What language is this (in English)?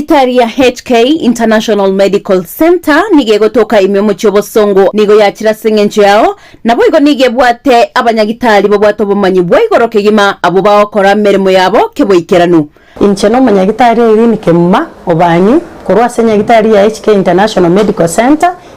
Gusii